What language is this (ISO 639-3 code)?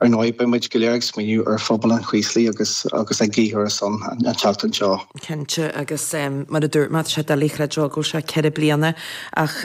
gle